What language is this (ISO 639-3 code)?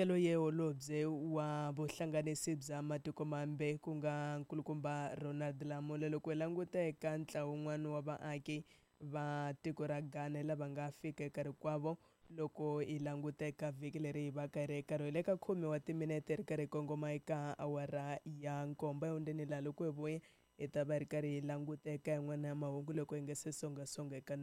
tso